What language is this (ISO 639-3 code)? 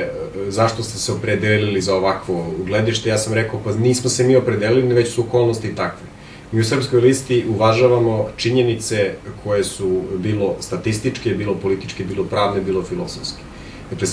bos